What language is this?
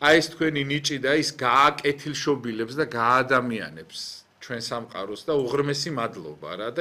Georgian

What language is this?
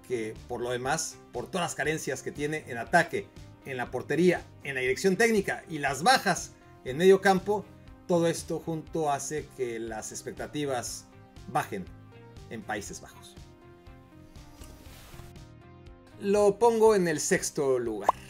Spanish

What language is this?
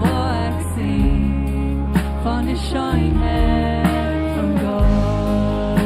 Plautdietsch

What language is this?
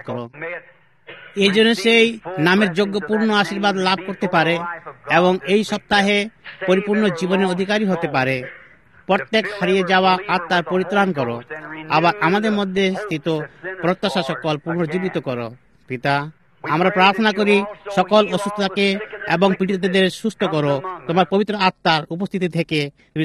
Bangla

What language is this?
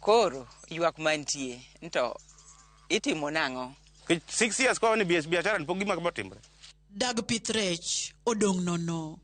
Luo (Kenya and Tanzania)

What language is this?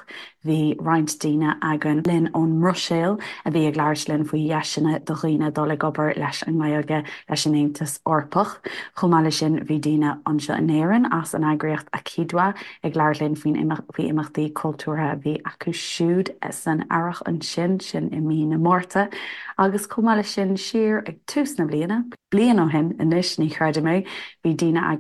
Irish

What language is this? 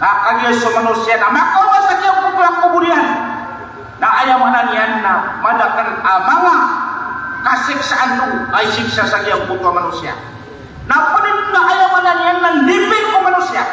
Maranao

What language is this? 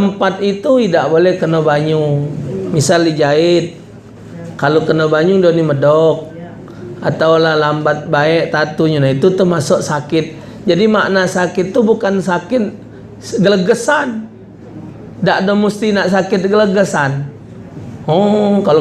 Musi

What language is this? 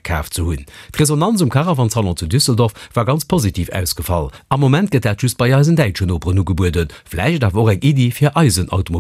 Luxembourgish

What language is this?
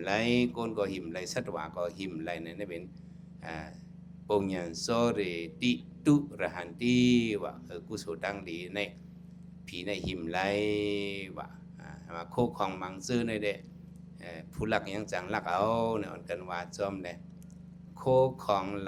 Shan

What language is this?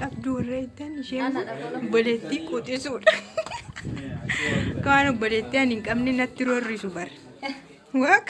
Oromo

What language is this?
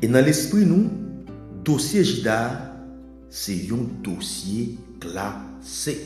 Haitian Creole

